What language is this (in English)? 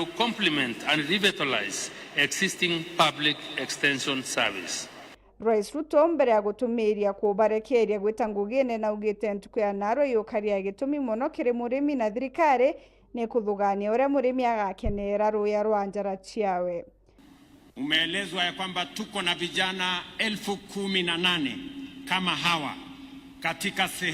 Meru